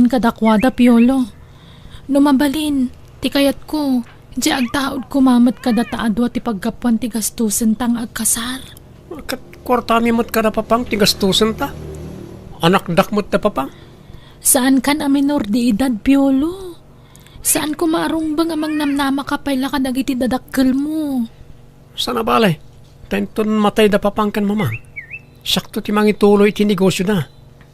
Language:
Iloko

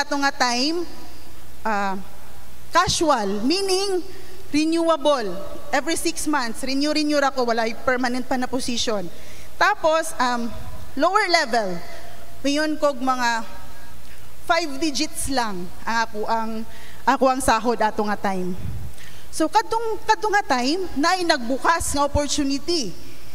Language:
Cebuano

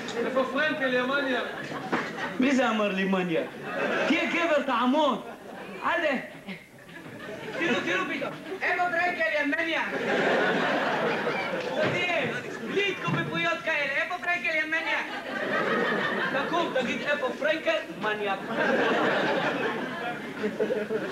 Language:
Hebrew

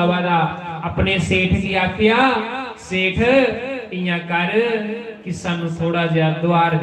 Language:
Dogri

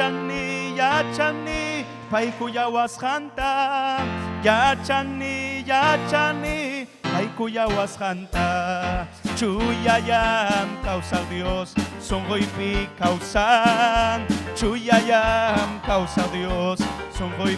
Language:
Ayacucho Quechua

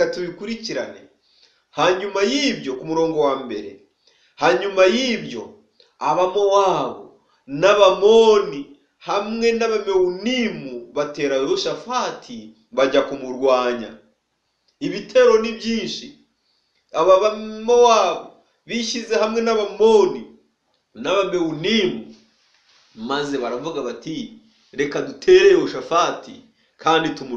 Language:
Kinyarwanda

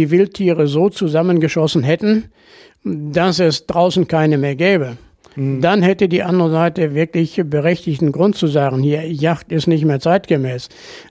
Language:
German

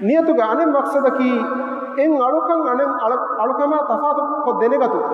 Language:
Divehi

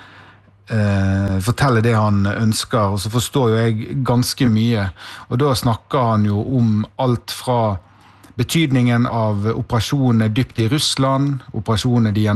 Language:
Norwegian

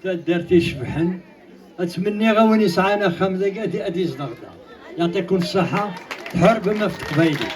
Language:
Kabyle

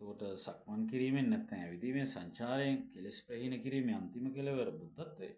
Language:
Sinhala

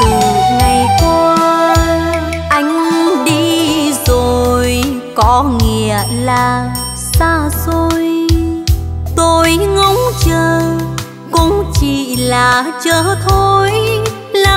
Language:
Vietnamese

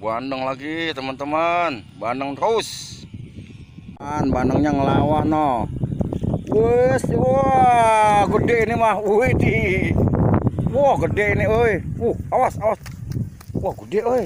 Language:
Betawi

